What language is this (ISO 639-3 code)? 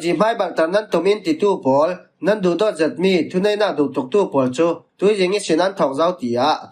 cfm